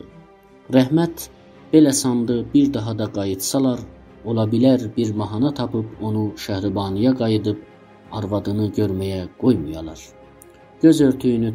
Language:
South Azerbaijani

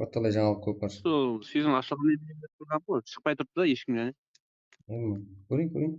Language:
Kara-Kalpak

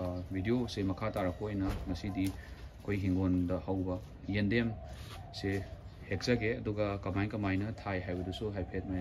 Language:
Manipuri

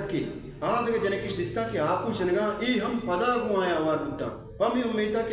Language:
Baluchi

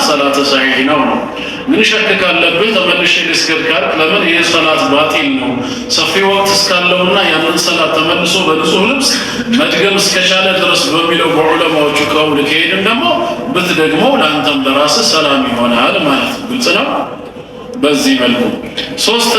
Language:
Amharic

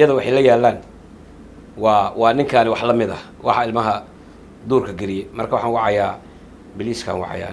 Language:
Somali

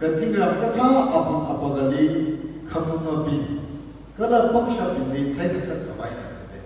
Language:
Tangkhul Naga (India)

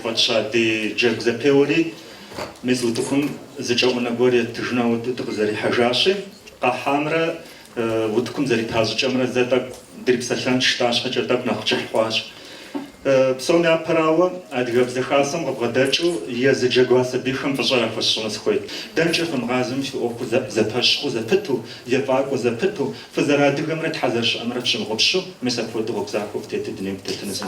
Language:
Kabardian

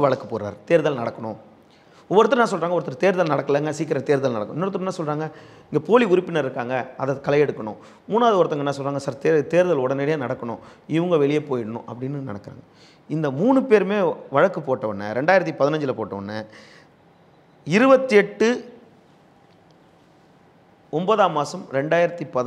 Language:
Tamil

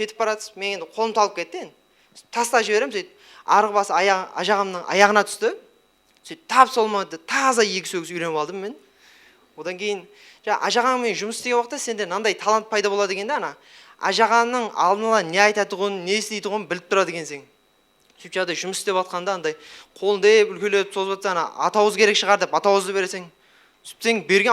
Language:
Kara-Kalpak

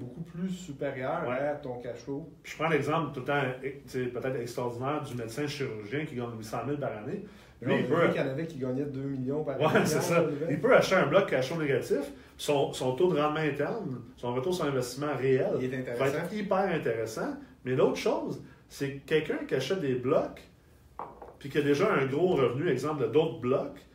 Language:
French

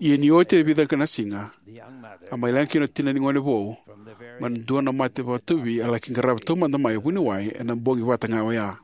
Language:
Fijian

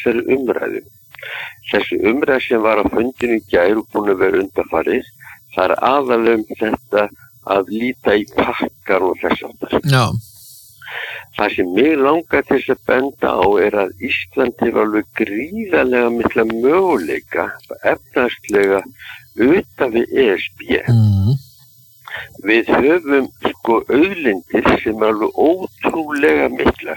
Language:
Icelandic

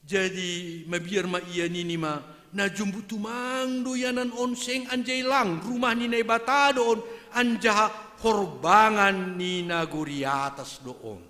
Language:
Batak Simalungun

